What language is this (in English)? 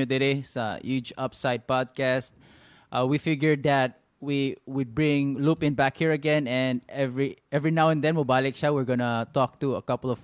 Filipino